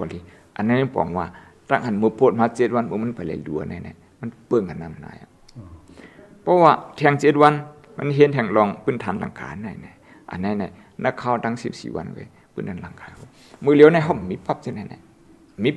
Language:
Shan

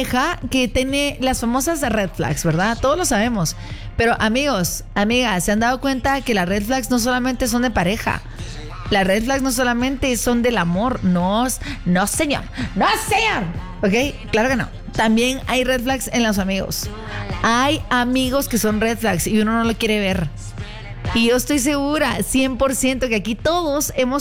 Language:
Spanish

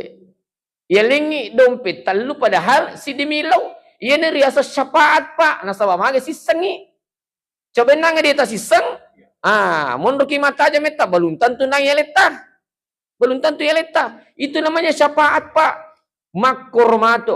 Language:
Buginese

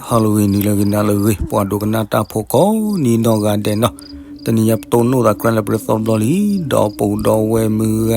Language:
S'gaw Karen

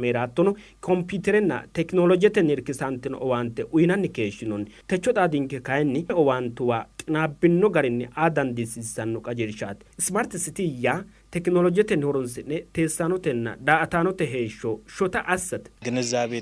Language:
Sidamo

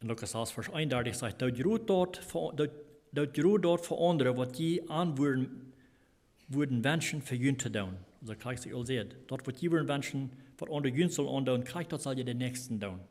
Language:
Plautdietsch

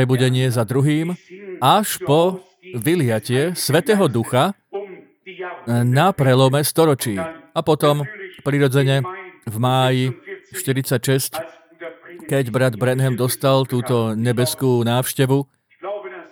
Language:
Slovak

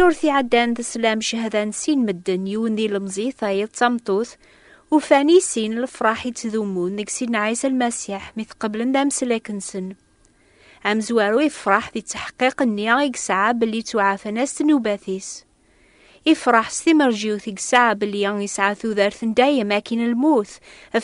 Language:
Kabyle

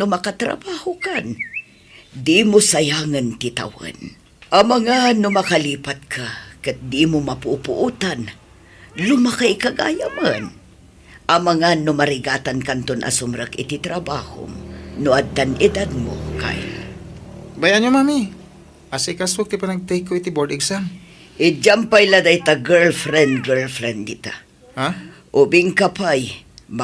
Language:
Iloko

